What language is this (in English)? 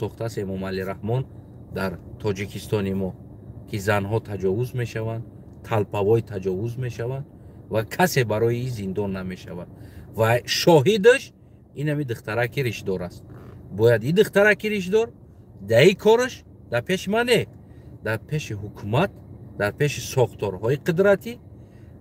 Tajik